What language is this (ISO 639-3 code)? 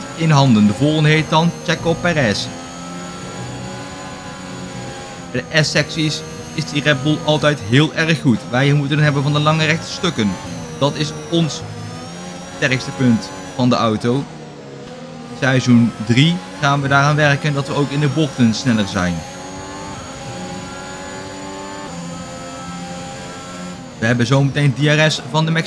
nld